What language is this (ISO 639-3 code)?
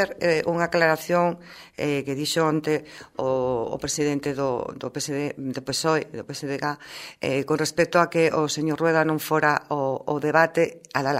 glg